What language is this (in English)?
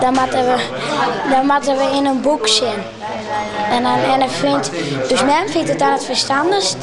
Western Frisian